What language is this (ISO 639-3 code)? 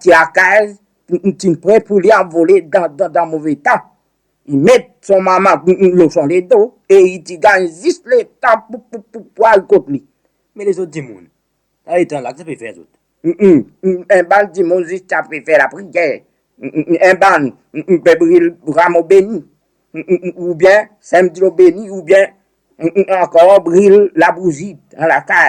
crs